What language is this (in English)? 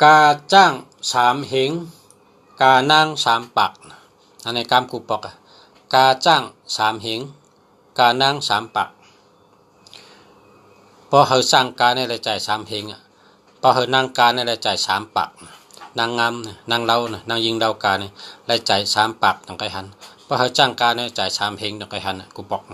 Shan